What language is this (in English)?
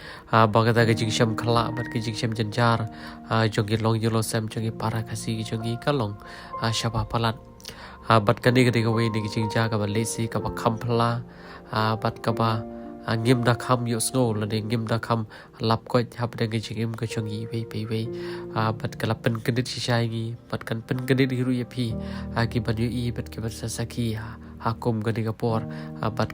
Khasi